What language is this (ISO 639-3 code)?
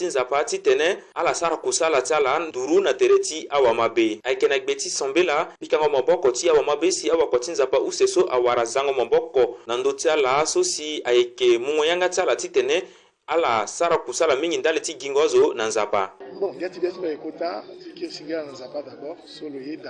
sag